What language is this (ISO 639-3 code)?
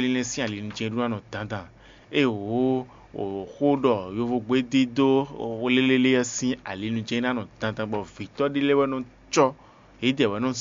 fon